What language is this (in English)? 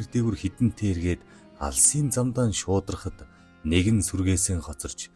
Mongolian